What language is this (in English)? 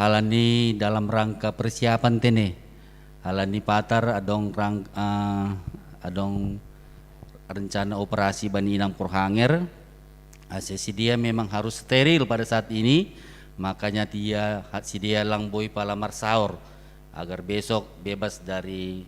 Batak Simalungun